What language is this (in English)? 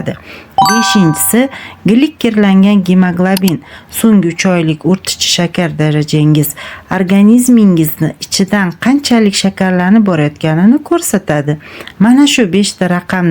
Uzbek